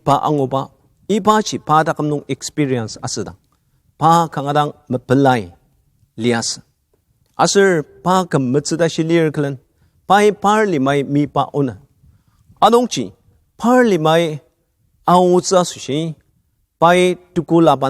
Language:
Ao Naga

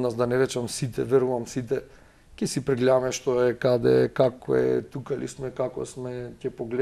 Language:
Macedonian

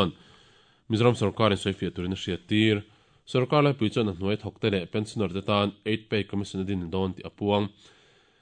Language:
Mizo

